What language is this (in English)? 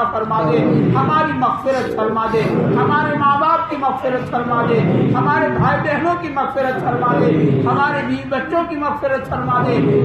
Urdu